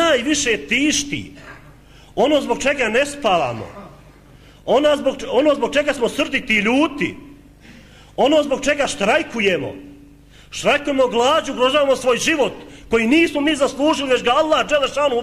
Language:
Bosnian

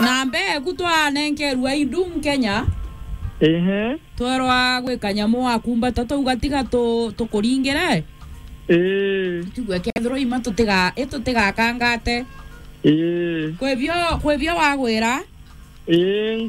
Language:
Meru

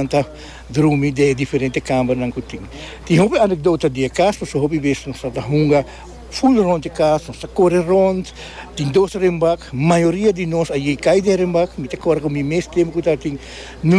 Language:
Papiamento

